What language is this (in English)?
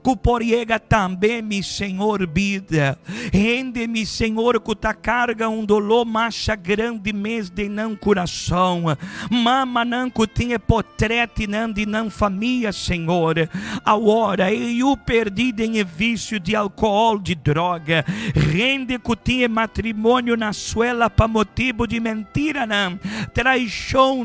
Papiamento